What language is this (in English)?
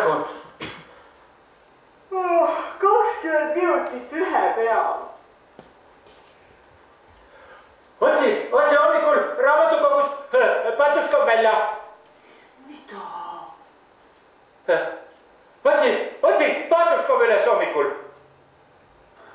Estonian